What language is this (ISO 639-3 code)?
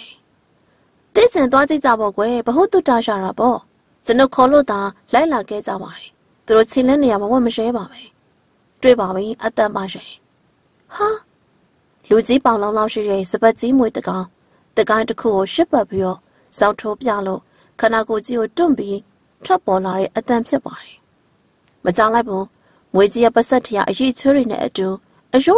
mya